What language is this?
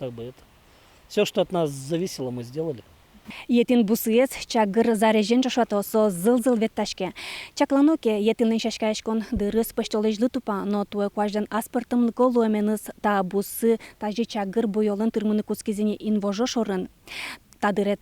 Udmurt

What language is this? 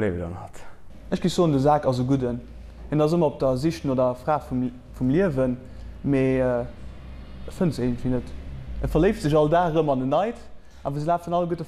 Luxembourgish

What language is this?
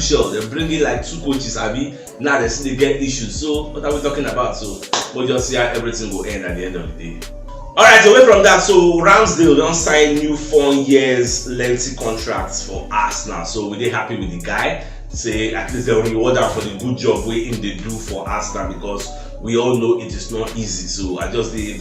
Nigerian Pidgin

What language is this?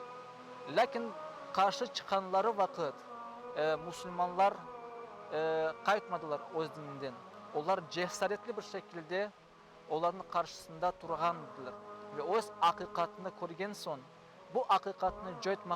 Crimean Tatar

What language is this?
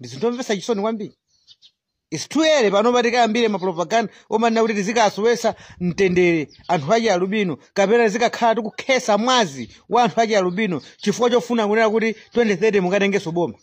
Nyanja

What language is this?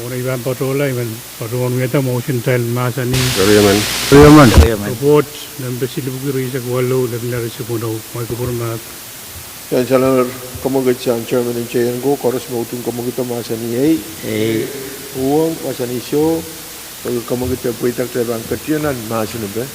Pohnpeian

